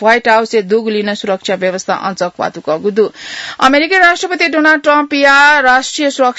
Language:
Newari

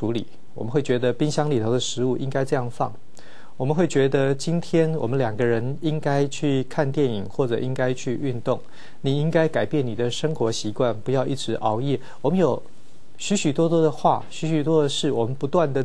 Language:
Chinese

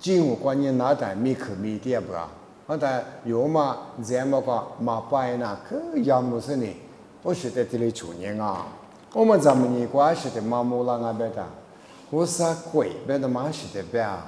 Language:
Lisu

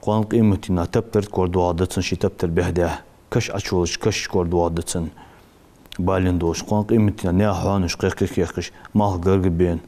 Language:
Ingush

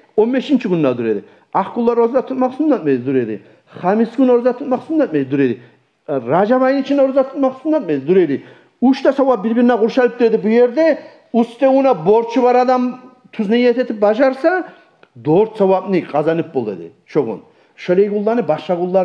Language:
Kumyk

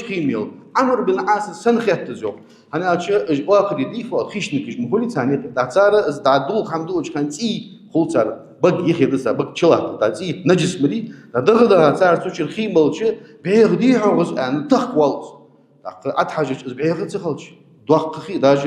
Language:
Ingush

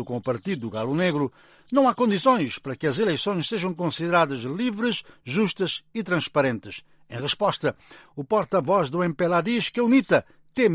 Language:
Portuguese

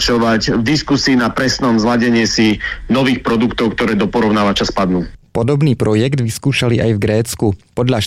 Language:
Slovak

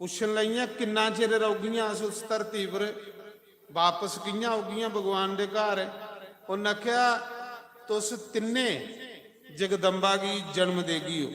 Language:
Dogri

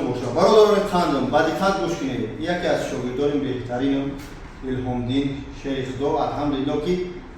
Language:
Tajik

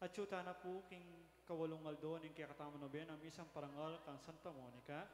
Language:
Pampanga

